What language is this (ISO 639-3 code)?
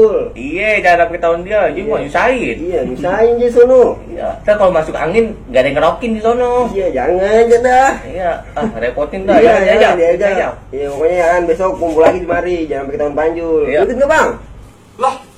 bew